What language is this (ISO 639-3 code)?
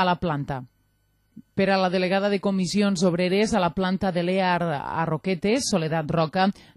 cat